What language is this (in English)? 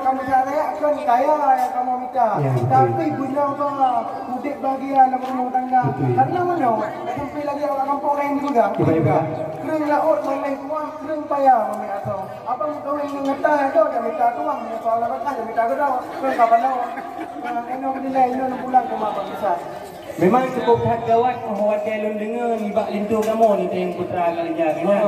Achinese